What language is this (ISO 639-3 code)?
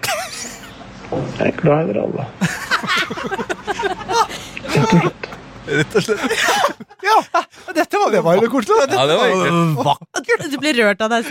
nor